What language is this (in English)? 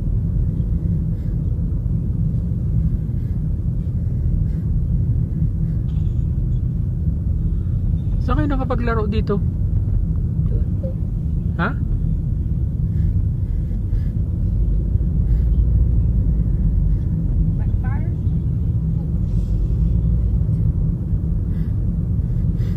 Filipino